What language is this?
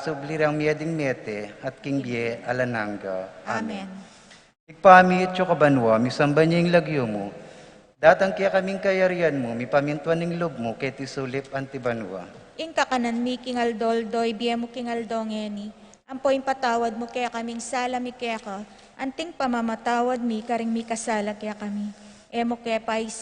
Pampanga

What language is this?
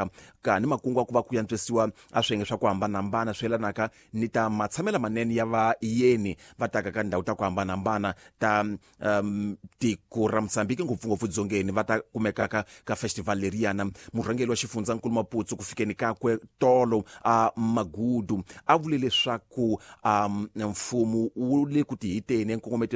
Tsonga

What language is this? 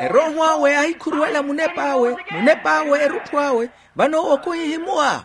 Makhuwa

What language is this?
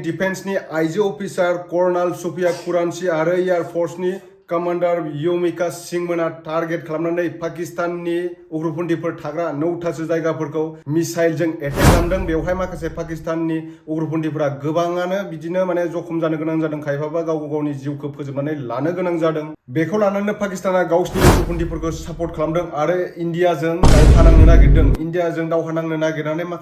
Bodo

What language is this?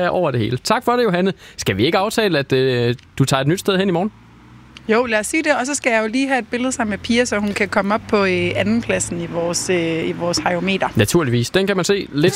Danish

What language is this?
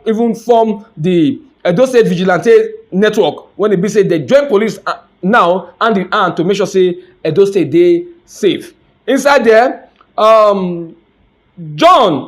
Nigerian Pidgin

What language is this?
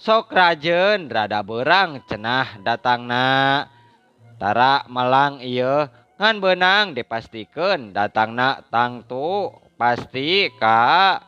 Sundanese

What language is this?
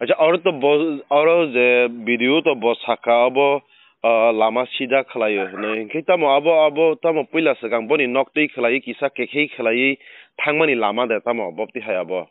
Kok Borok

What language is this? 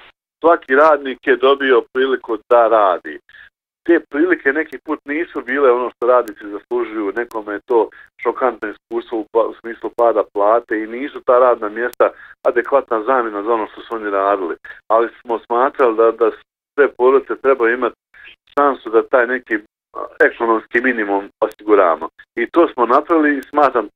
Bosnian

